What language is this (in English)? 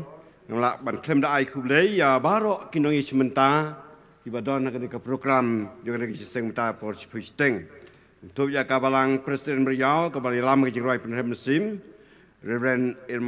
Khasi